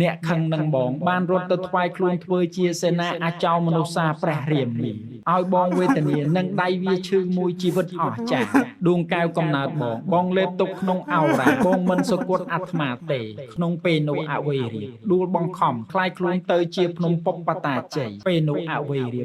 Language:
Khmer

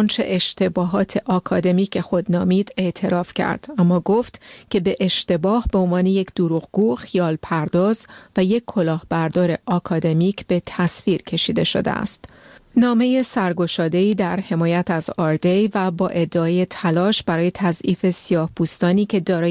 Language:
Persian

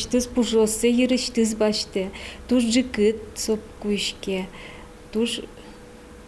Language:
Udmurt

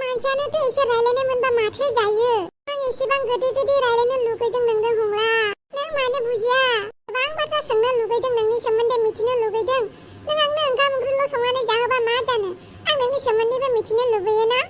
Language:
Bodo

